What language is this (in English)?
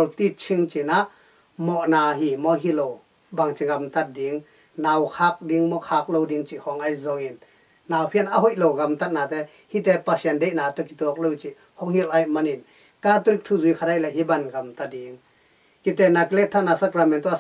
Tedim Chin